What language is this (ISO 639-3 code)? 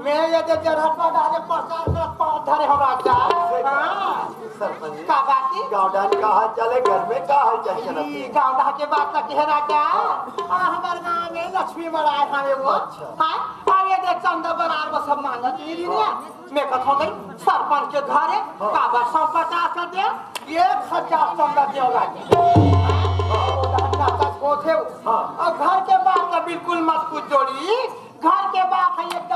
hne